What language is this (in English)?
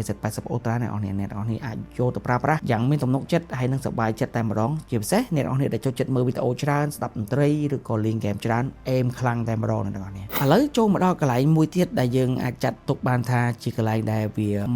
Khmer